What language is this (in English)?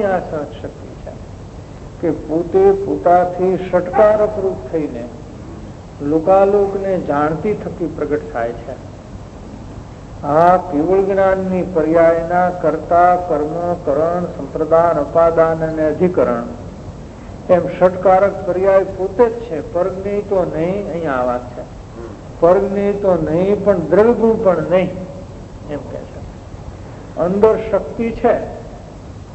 Gujarati